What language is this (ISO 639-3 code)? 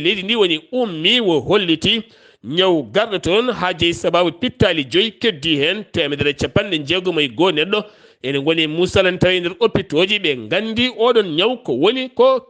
ful